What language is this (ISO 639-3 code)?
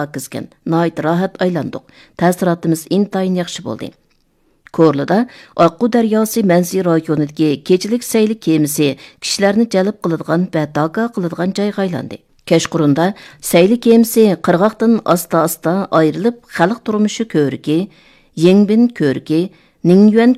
uig